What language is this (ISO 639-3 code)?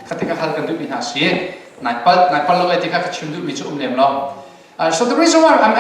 cnh